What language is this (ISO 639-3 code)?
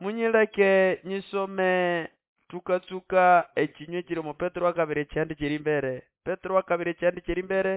nnb